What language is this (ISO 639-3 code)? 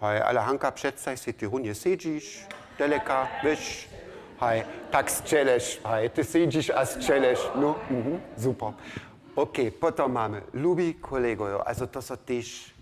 hsb